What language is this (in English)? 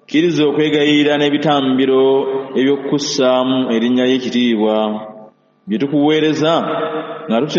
Ganda